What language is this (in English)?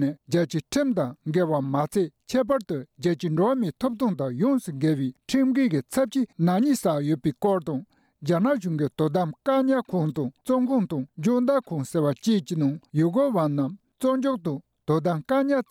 Tibetan